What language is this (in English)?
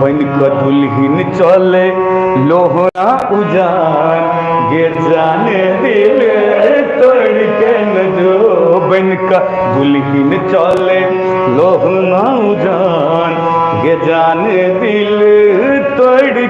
Maithili